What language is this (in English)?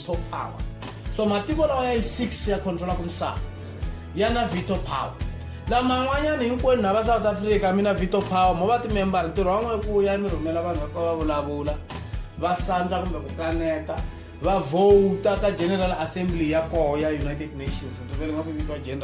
Tsonga